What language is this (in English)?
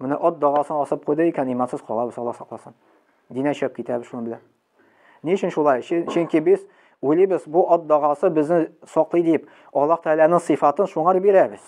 Tatar